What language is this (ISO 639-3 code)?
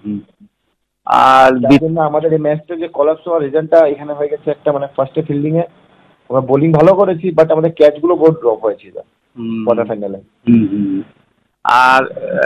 ben